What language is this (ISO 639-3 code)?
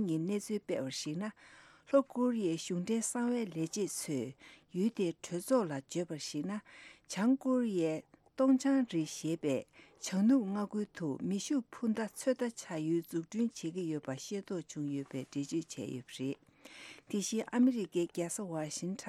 bod